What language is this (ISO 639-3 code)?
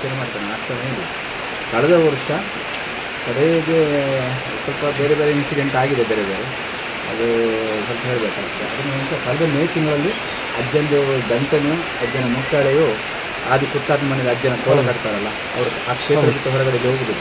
kan